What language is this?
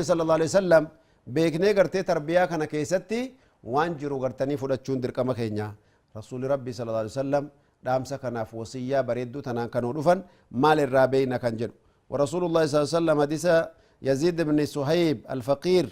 Oromo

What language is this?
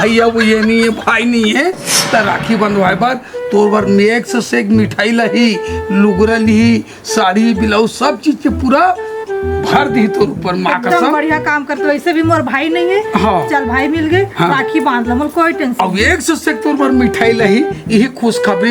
Chhattisgarhi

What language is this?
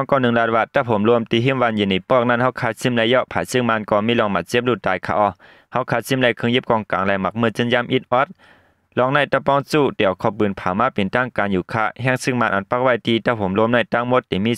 Shan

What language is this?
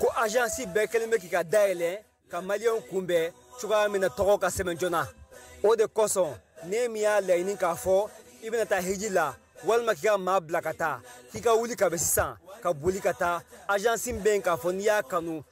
Bambara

